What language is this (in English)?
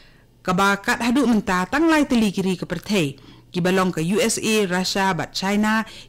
Khasi